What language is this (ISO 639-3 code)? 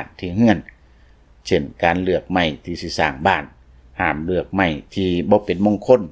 lao